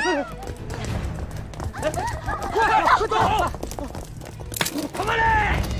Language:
Japanese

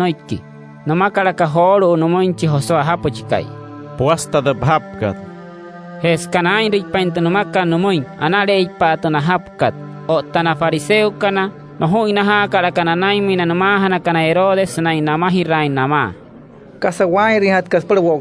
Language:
Wayuu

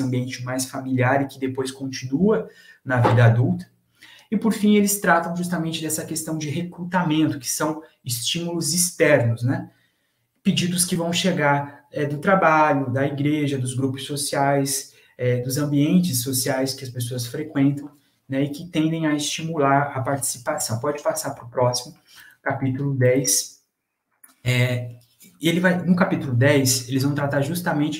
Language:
Portuguese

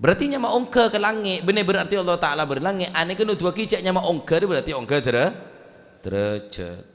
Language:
Madurese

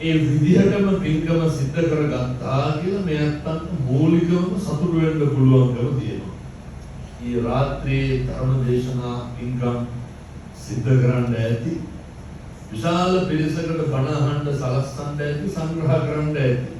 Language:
Sinhala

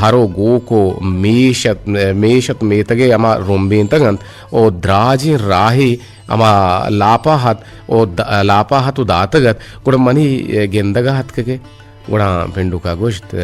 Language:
Eastern Balochi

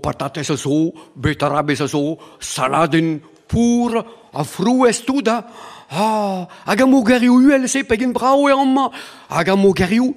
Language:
Breton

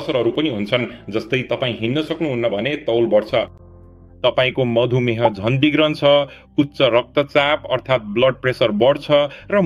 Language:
Nepali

